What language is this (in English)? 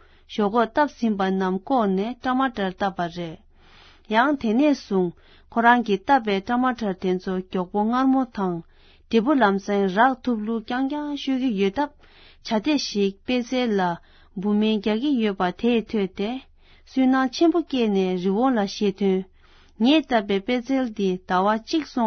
Tibetan